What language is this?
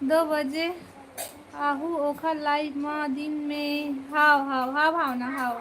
Chhattisgarhi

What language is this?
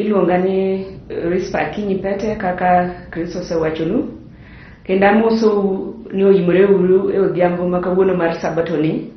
Luo (Kenya and Tanzania)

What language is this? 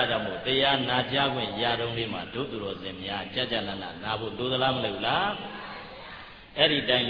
Burmese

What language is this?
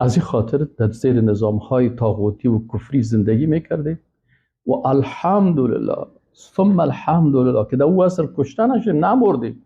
Persian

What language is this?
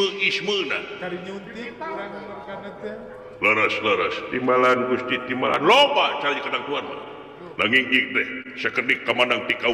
Sundanese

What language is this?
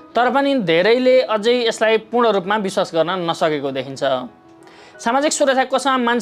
Nepali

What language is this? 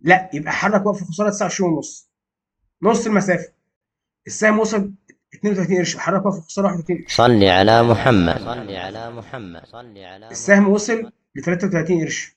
Egyptian Arabic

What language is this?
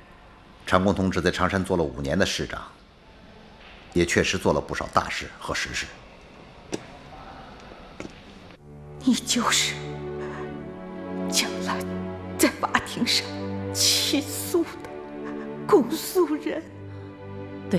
Chinese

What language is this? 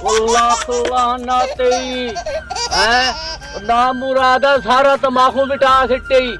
Saraiki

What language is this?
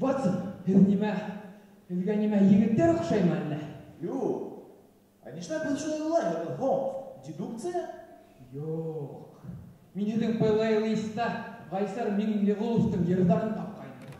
Bashkir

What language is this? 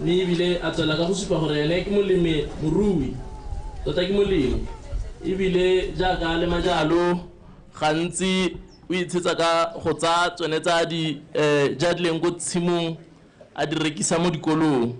Tswana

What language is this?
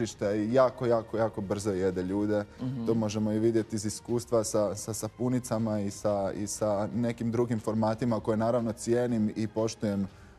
Croatian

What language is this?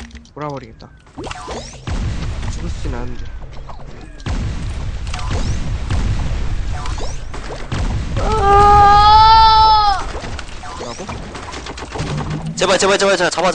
Korean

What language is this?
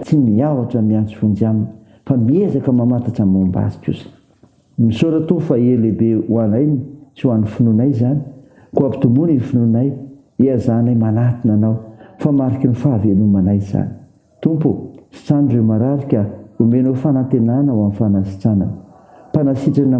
Malagasy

